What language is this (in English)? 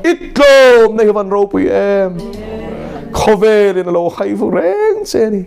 Mizo